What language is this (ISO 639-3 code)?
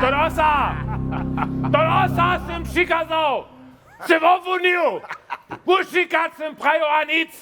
hsb